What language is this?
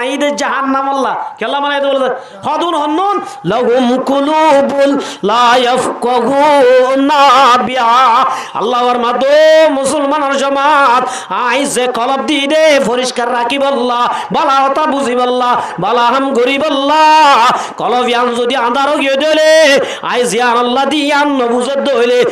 Rohingya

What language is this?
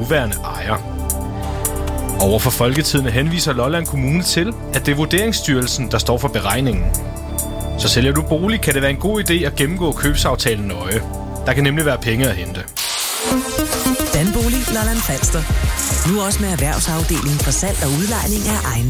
Danish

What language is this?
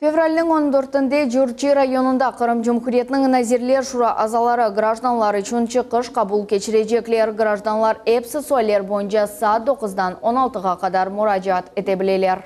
Crimean Tatar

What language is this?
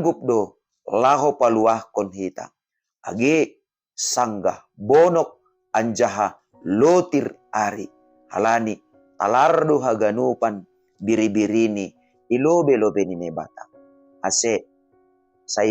Batak Simalungun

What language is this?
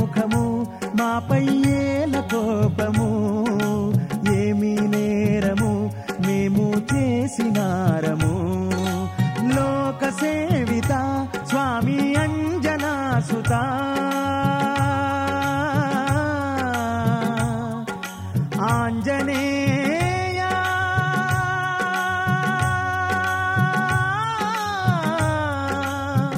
Telugu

